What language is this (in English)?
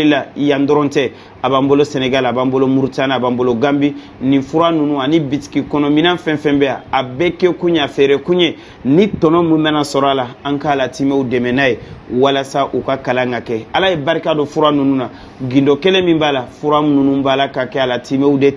Bambara